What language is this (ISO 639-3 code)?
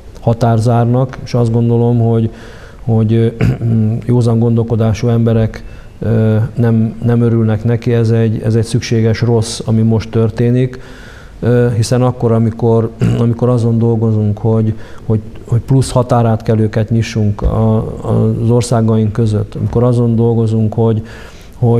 hun